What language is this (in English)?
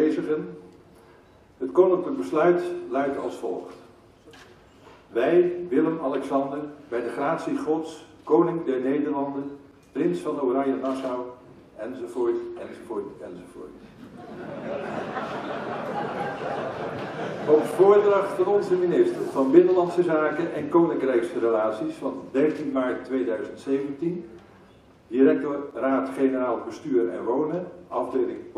Dutch